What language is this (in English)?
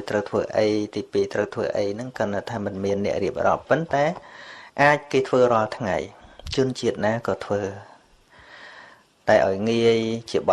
Khmer